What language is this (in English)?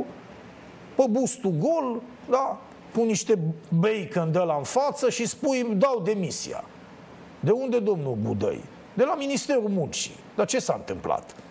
Romanian